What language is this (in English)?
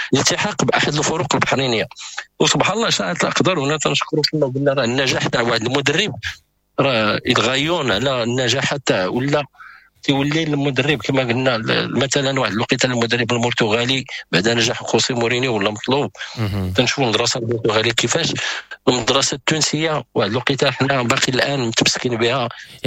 Moroccan Arabic